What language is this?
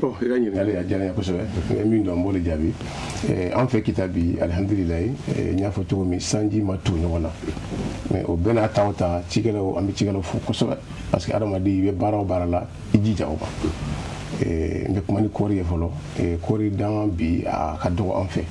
Bambara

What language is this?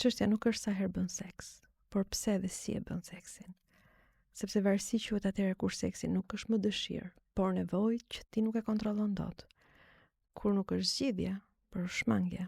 Albanian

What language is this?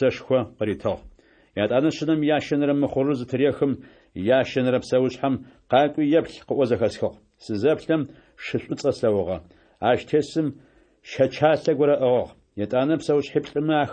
Adyghe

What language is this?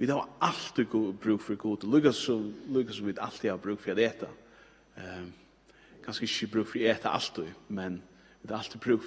Faroese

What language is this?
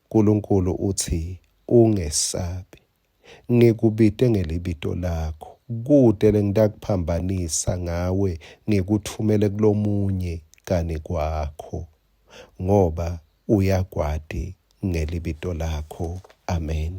Swati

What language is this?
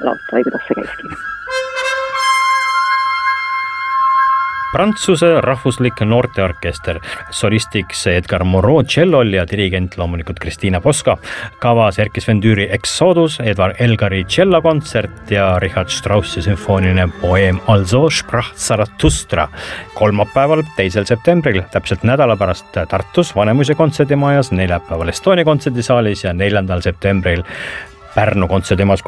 Estonian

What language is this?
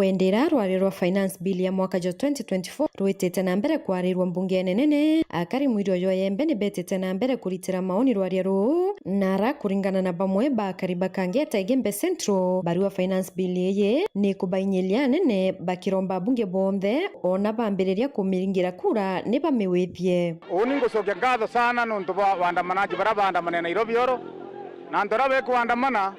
Meru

